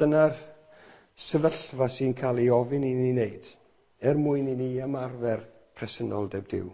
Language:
Welsh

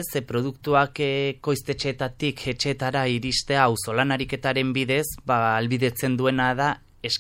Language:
Basque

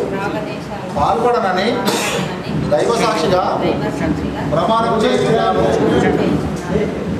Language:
Telugu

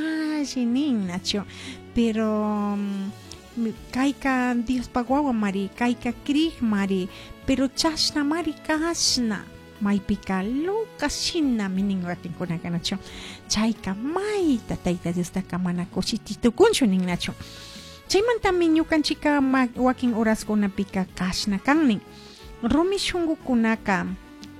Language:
Chimborazo Highland Quichua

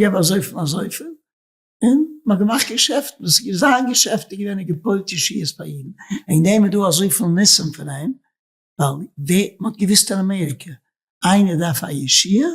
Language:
Yiddish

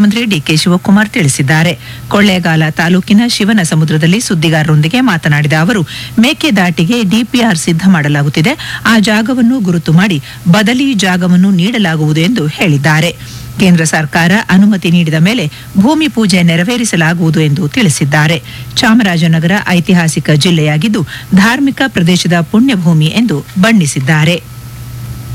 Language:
Kannada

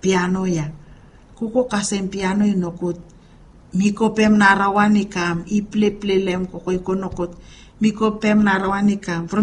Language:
Bislama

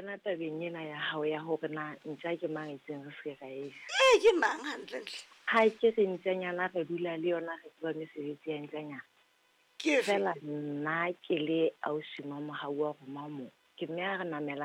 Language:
Southern Sotho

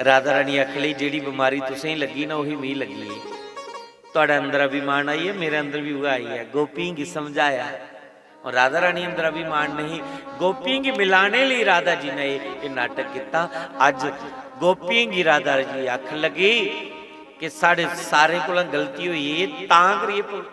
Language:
Dogri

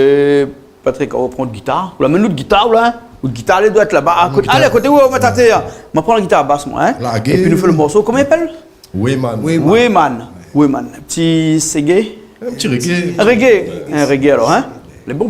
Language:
Réunion Creole French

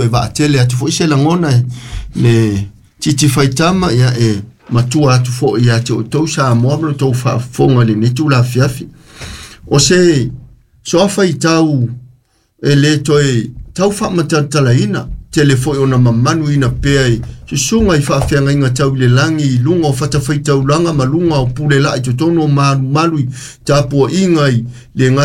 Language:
Samoan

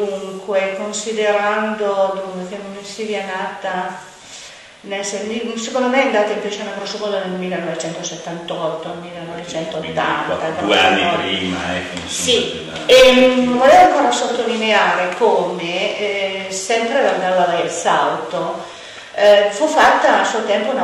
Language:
Italian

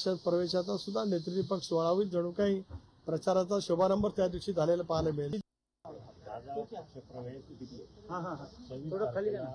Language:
Marathi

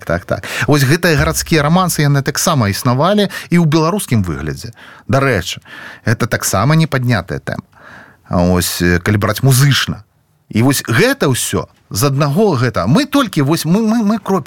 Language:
Belarusian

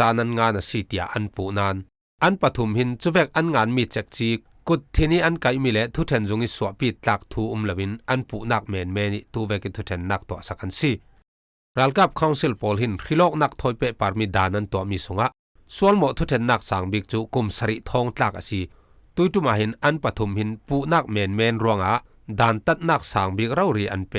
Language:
Falam Chin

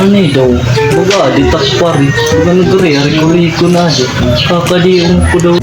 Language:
Waray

